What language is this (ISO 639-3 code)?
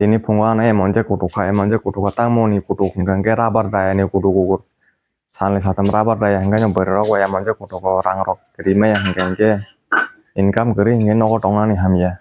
trp